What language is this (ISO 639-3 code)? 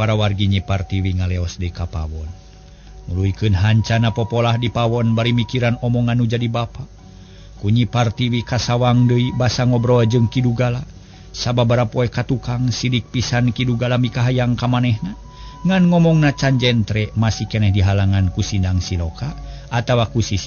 sun